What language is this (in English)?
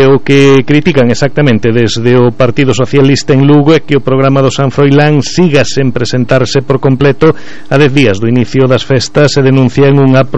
Galician